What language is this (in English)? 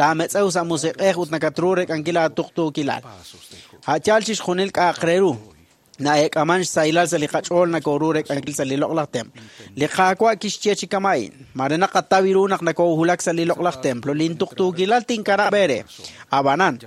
Kekchí